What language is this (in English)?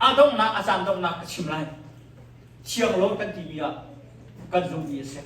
Hakha Chin